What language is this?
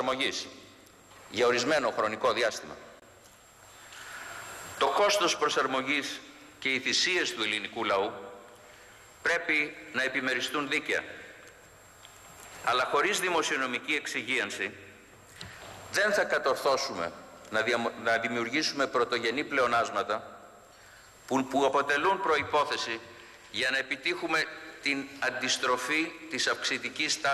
Greek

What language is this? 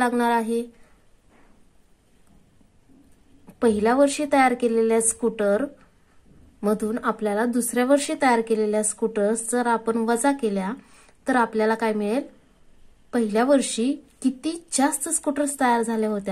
Marathi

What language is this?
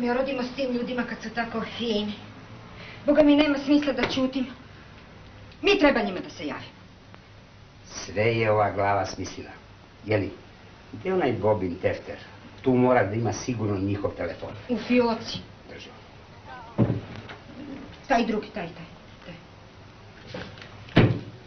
Serbian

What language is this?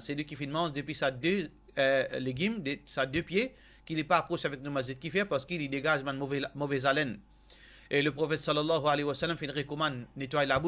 Morisyen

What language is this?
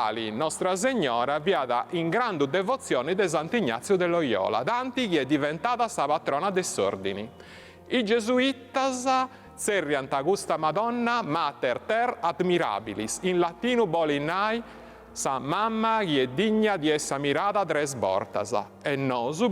Sardinian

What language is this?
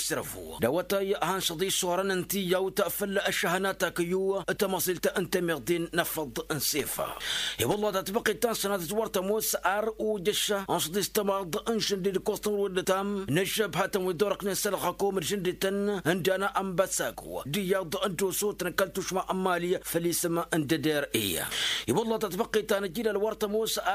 Tamasheq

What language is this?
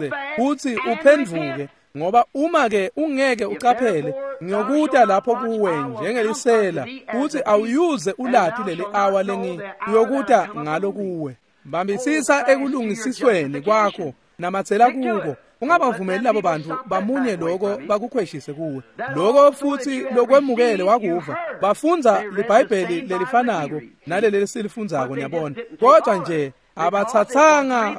Swati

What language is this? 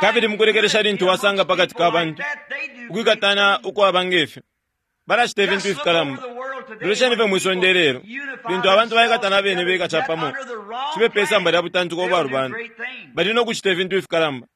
Bemba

